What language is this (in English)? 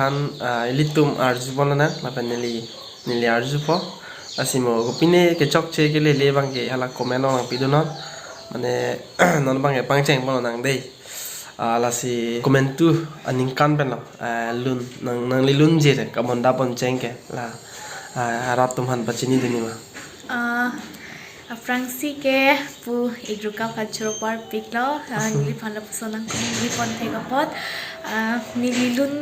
Karbi